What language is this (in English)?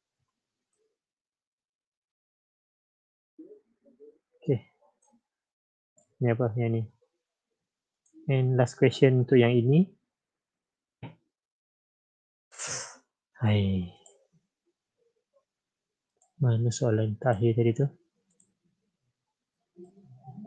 Malay